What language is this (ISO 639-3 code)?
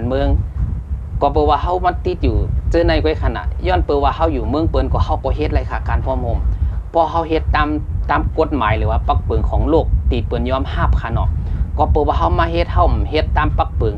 shn